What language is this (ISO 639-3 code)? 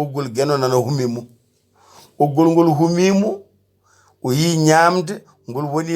ful